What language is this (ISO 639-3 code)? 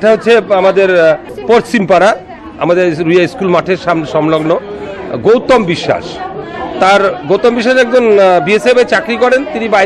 ben